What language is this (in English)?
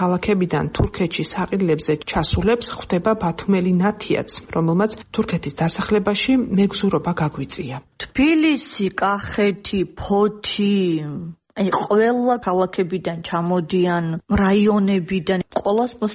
Georgian